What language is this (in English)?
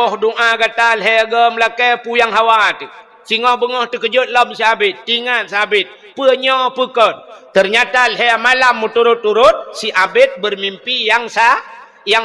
Achinese